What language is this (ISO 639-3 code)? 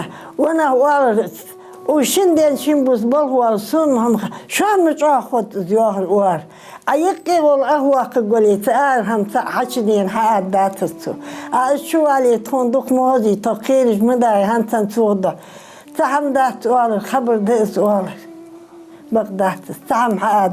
inh